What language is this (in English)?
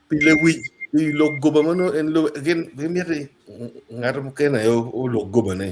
Acoli